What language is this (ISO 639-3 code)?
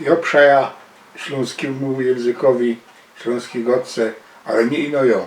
szl